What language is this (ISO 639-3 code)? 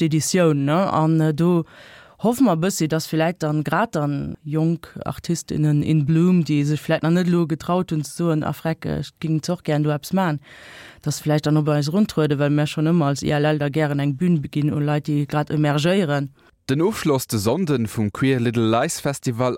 ltz